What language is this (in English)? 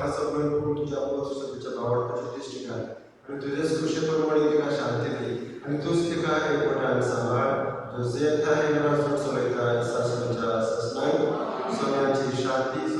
Konkani